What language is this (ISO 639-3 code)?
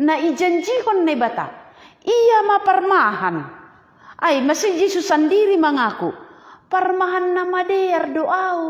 bts